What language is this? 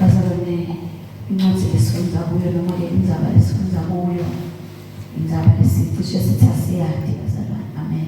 Zulu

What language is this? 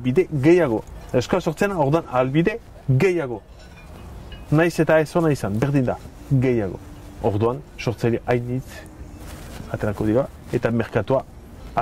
Basque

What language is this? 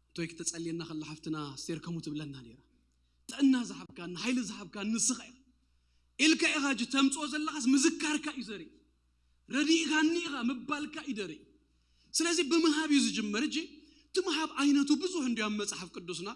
Tigrinya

